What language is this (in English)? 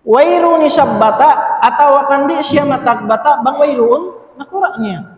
Tausug